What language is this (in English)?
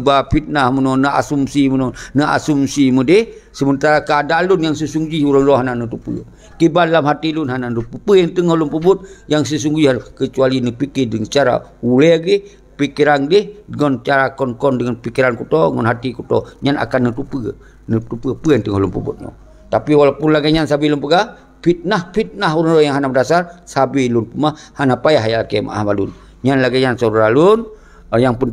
Achinese